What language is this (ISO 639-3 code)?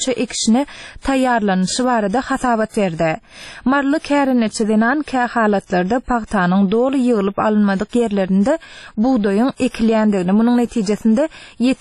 tuk